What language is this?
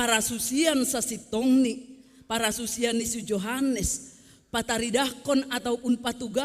Batak Simalungun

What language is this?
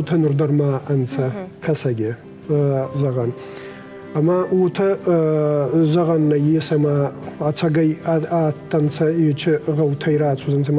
Ossetic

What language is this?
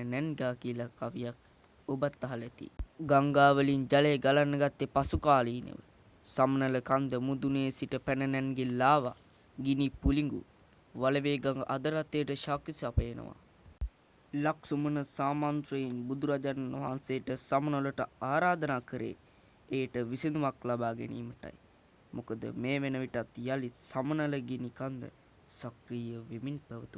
Sinhala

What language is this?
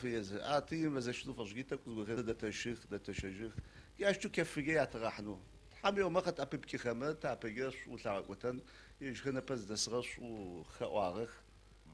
Adyghe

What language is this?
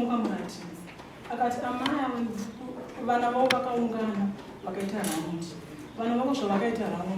Shona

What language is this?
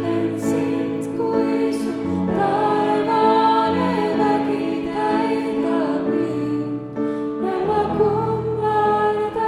Estonian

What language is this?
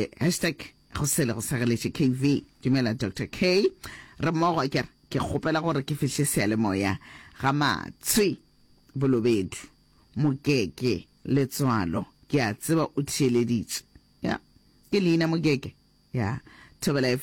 Northern Sotho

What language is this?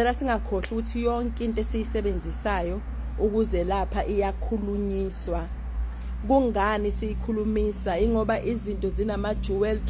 Zulu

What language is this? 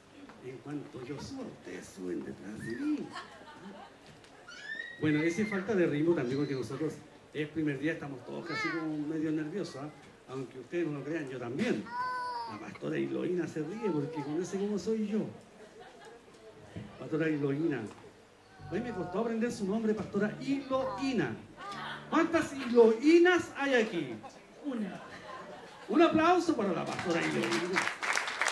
Spanish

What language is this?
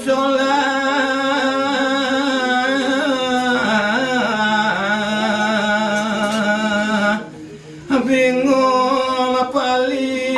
Balinese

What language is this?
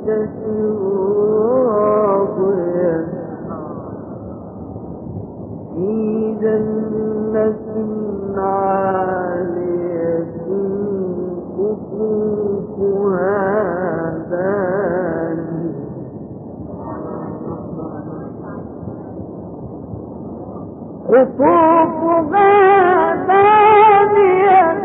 Arabic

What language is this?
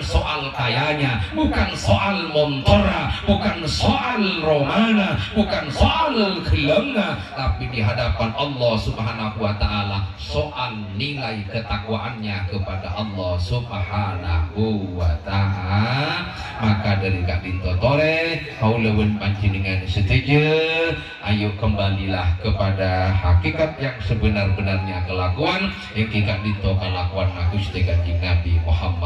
Madurese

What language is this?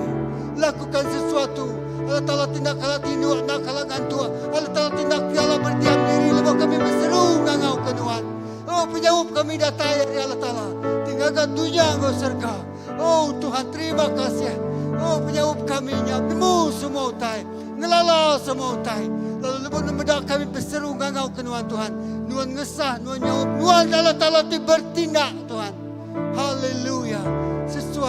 Iban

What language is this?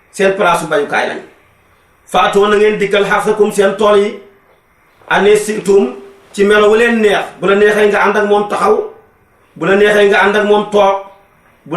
Wolof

